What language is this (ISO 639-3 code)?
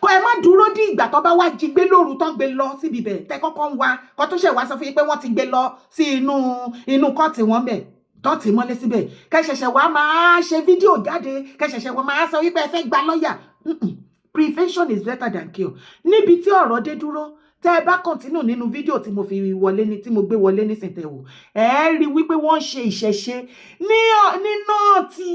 yor